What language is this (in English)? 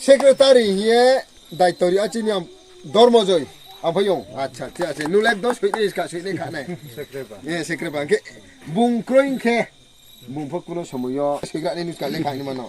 Riang (India)